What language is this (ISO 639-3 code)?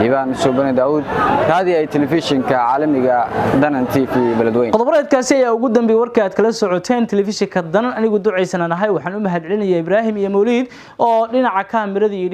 som